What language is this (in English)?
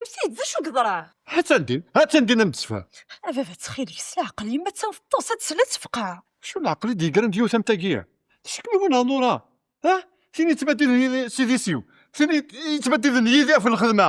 Kabyle